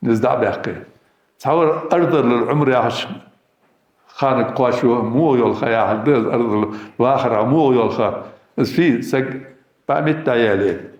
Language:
Ingush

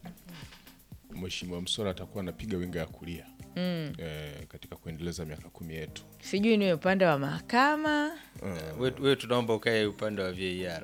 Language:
Swahili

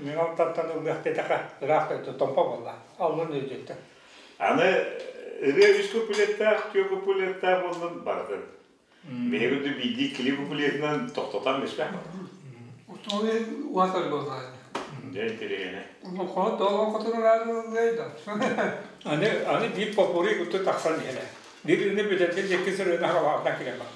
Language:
Yakut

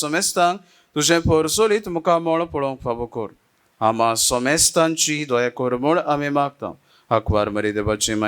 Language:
Konkani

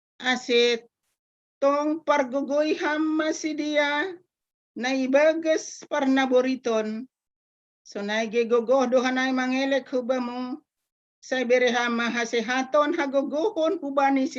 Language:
Batak Simalungun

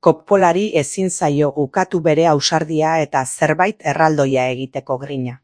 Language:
Basque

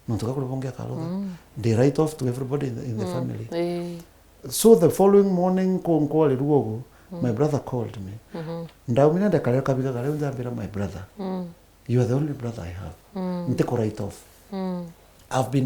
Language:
Meru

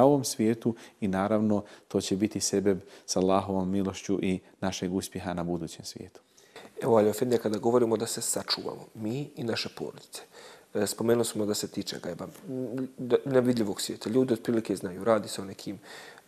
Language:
Bosnian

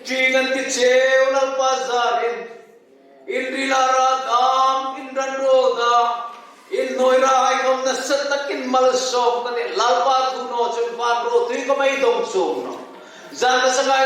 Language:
Hmar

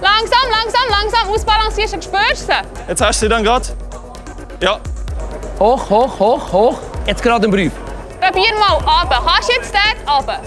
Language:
Swiss German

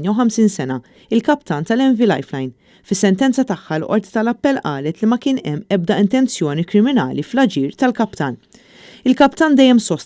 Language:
Maltese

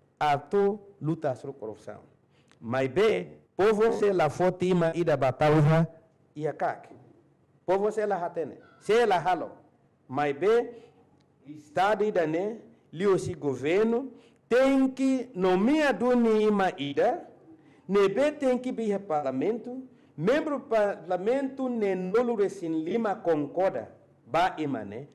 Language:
Tetum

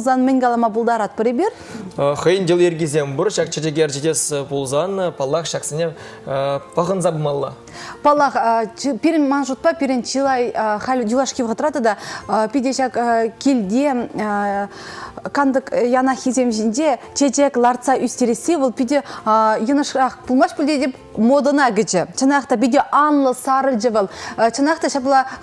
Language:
Chuvash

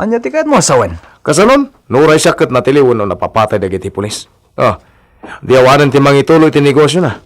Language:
Iloko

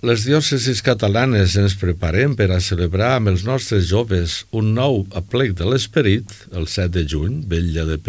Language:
Catalan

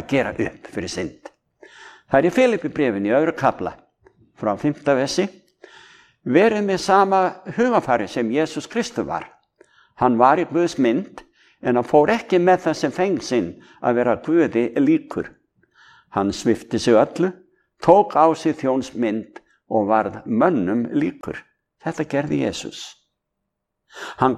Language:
Icelandic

